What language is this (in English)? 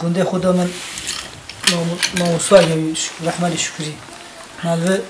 Kurdish